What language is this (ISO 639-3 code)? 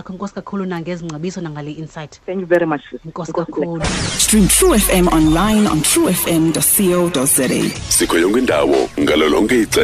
xho